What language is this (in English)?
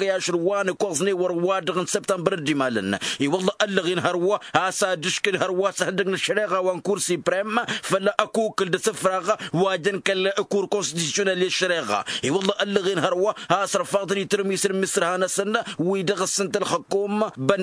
Tamasheq